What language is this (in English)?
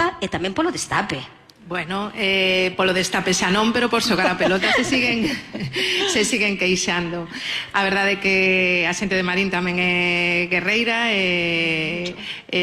Galician